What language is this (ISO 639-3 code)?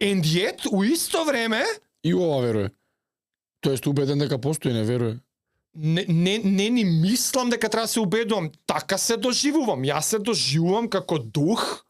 mkd